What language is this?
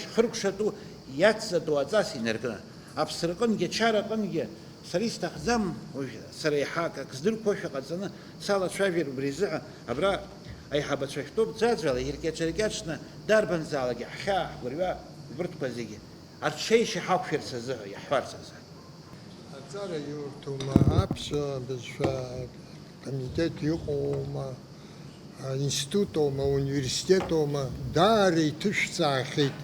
Abkhazian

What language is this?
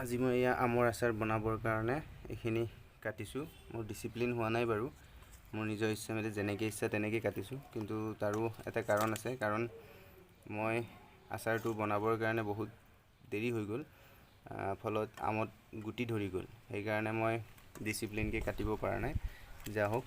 Assamese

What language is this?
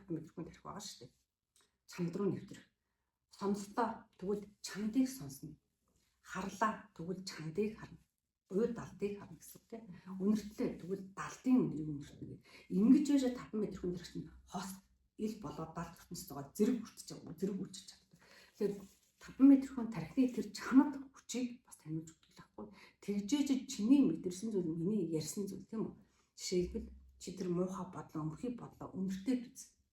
Mongolian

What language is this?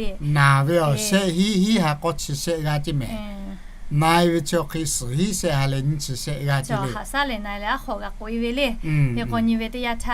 Lahu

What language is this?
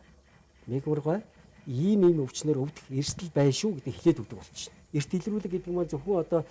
Mongolian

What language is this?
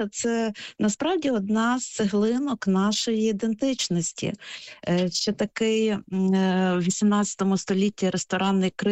Ukrainian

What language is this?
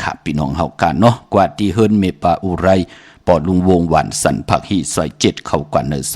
Shan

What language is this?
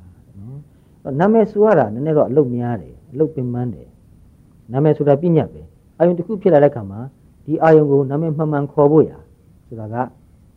Burmese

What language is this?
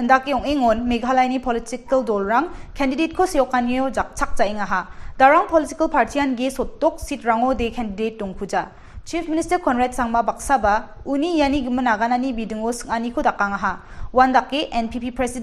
Garo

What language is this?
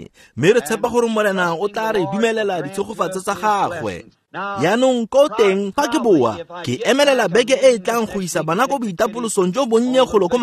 Tswana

